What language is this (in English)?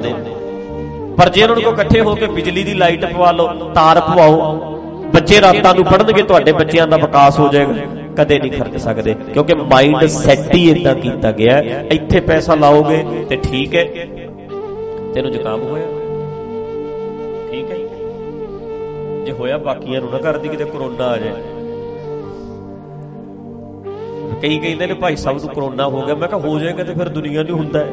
Punjabi